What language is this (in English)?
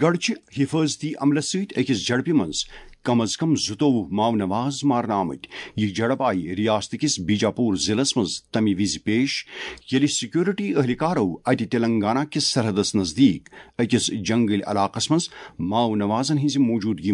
Kashmiri